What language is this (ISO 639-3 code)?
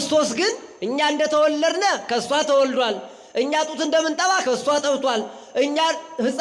amh